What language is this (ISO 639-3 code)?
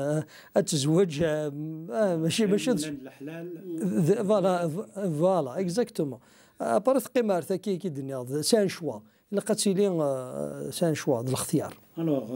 kab